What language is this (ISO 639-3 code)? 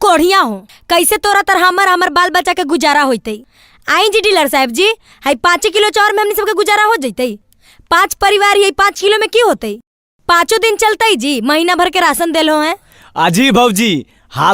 mag